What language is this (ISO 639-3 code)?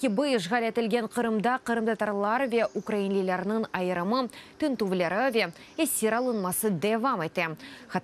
crh